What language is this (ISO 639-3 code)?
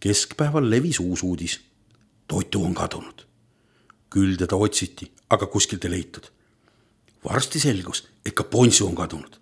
est